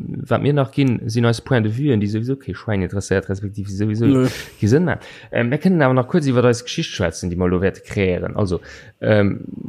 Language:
Luxembourgish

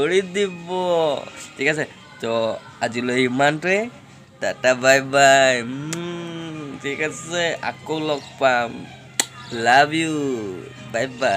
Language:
Assamese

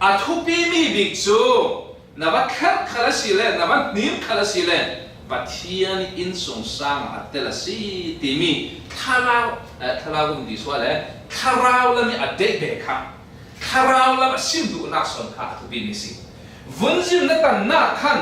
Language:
Falam Chin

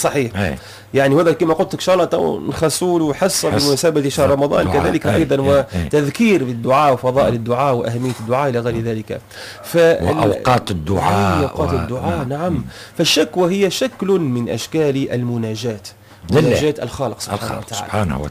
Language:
Tunisian Arabic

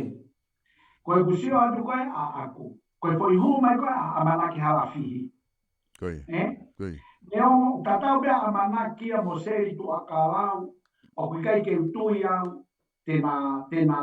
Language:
Tongan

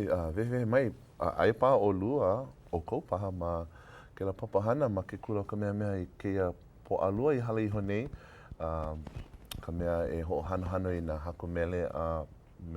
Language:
Hawaiian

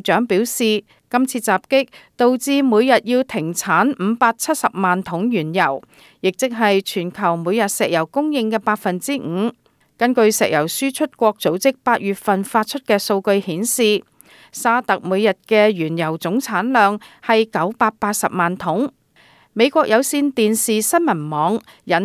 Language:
Cantonese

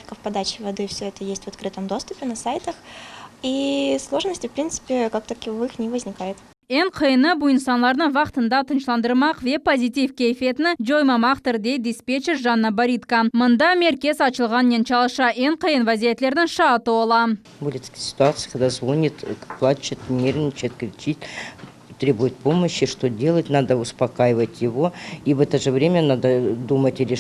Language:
Crimean Tatar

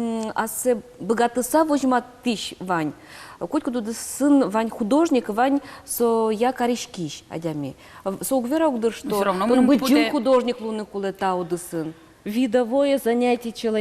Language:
Udmurt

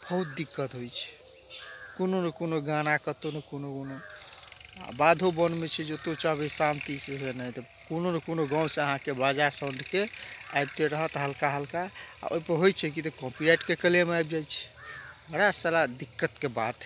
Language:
Maithili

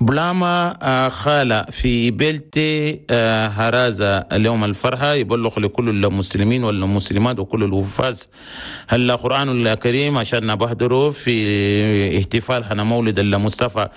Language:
Chadian Arabic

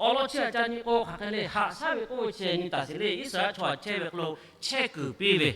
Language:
Lahu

